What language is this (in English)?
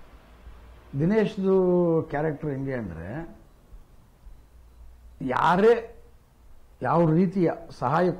Kannada